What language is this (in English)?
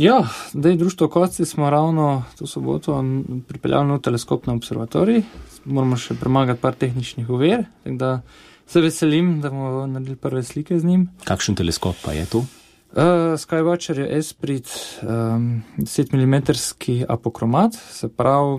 Slovenian